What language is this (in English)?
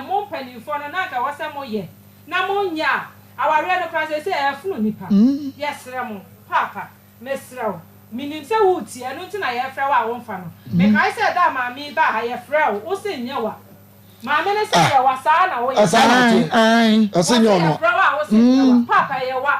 Akan